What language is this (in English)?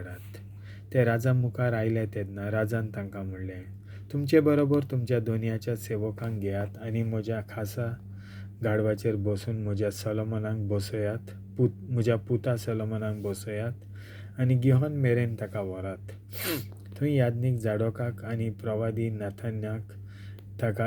Konkani